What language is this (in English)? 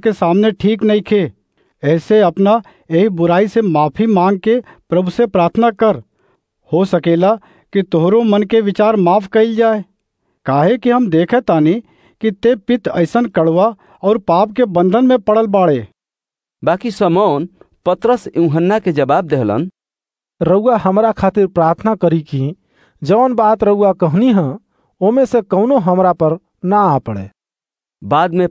Bhojpuri